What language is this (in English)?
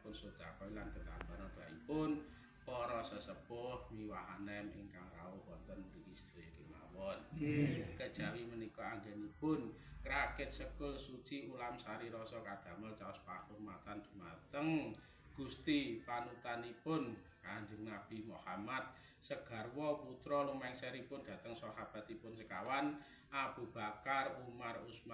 Javanese